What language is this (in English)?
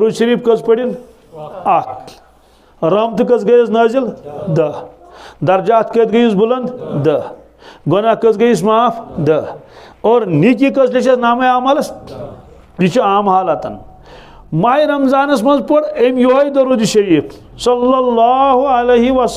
Kashmiri